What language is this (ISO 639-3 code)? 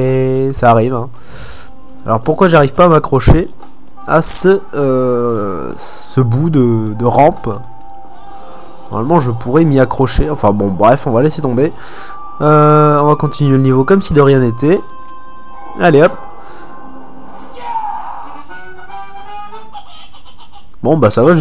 fra